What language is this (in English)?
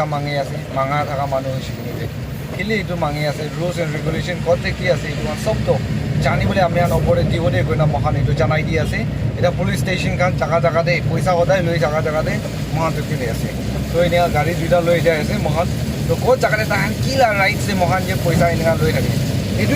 Naga Pidgin